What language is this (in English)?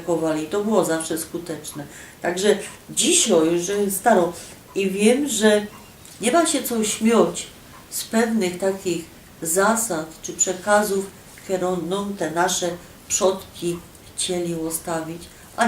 Silesian